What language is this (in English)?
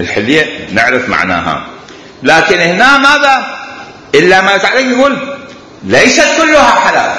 Mesopotamian Arabic